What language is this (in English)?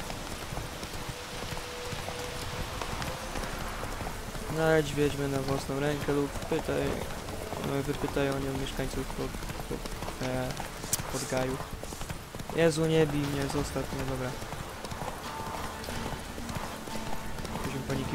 Polish